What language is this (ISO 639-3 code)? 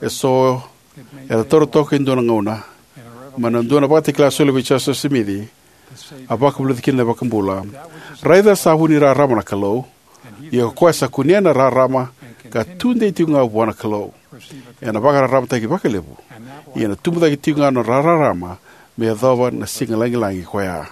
fij